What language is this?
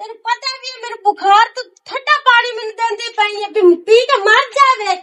Western Panjabi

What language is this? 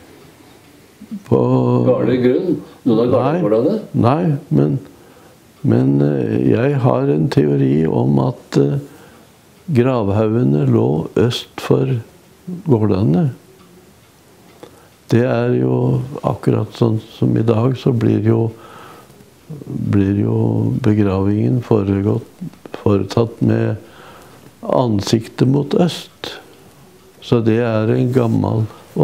Norwegian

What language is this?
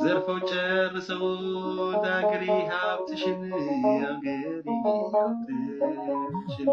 Amharic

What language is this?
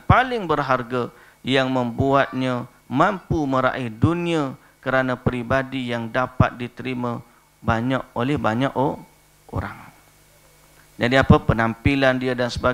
Malay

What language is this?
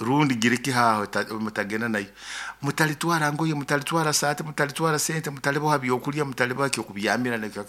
Nyoro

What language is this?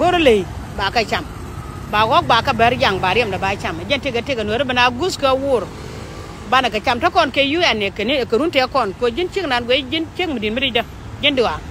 Nuer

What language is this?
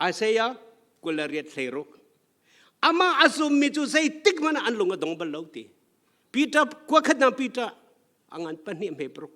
Hakha Chin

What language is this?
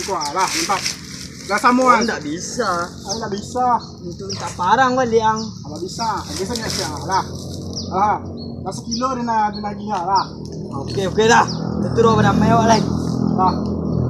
Minangkabau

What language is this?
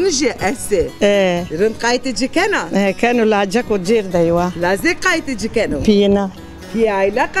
Zaza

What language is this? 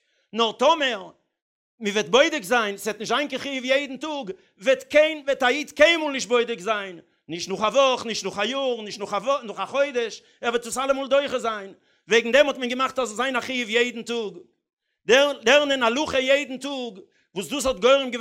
Yiddish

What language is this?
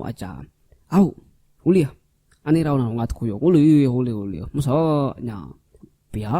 Iban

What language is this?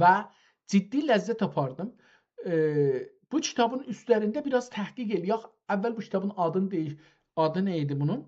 South Azerbaijani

